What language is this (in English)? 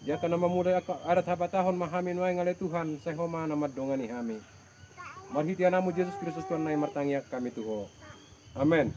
Batak Toba